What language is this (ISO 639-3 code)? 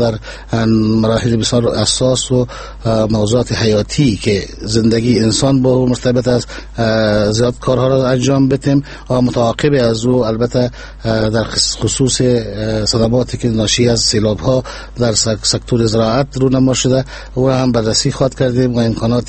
fas